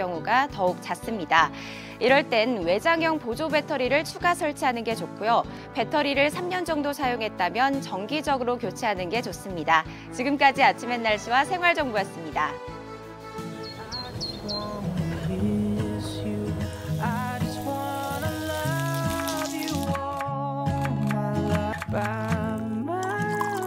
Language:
Korean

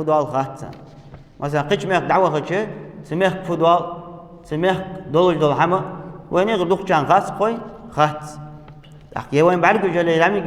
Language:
Ingush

